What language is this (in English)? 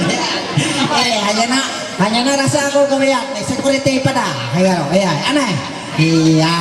Ma'anyan